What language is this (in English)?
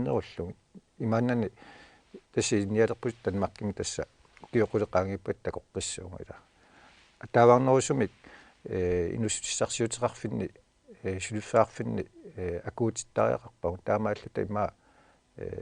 Kalaallisut